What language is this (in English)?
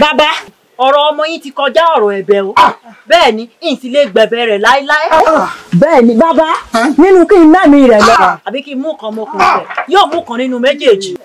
Yoruba